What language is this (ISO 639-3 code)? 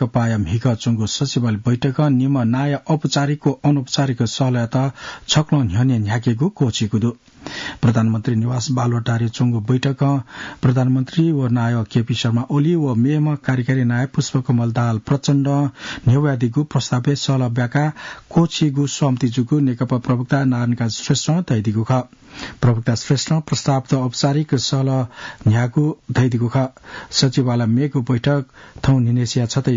new